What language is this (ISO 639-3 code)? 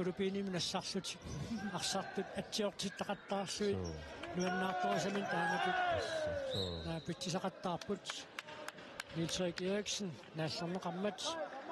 kal